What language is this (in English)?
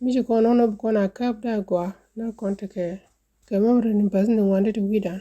Nuer